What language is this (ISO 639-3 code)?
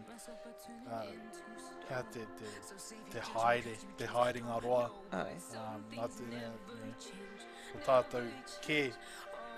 mri